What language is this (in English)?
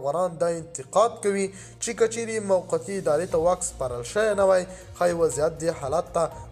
Pashto